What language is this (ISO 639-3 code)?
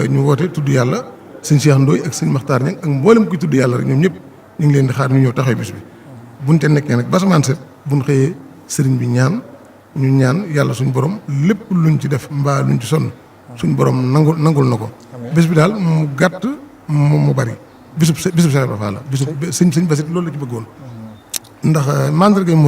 wol